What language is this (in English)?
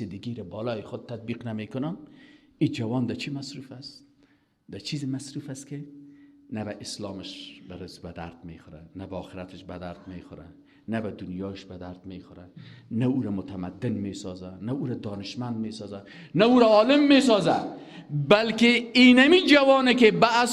Persian